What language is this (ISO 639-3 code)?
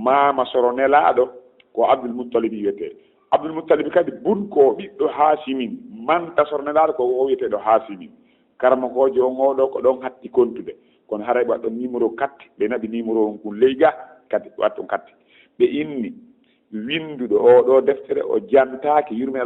ful